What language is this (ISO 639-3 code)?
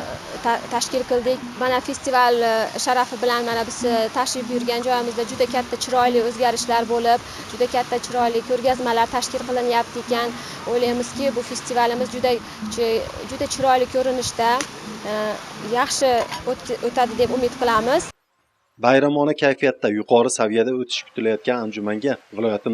uzb